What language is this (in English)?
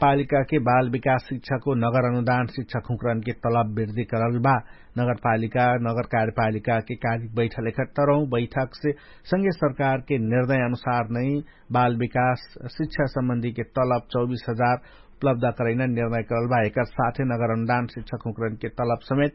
Dangaura Tharu